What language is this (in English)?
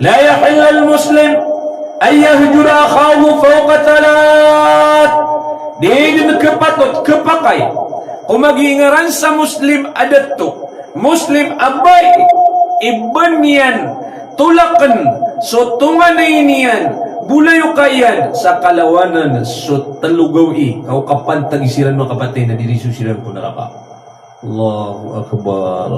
Maranao